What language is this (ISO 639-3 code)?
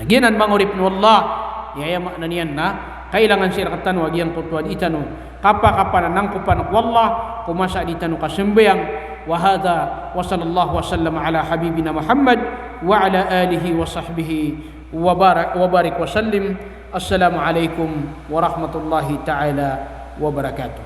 mrw